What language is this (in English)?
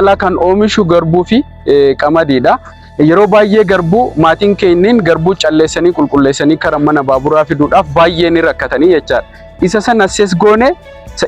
Oromo